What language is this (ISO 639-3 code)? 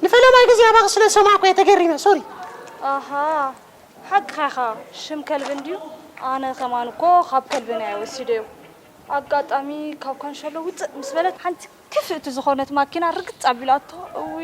tir